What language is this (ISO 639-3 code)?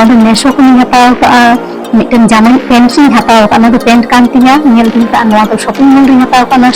sat